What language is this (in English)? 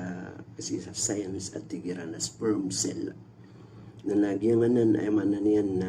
Maranao